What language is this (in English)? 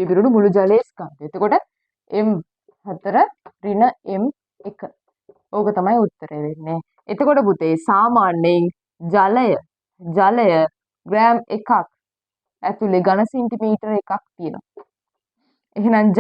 Sinhala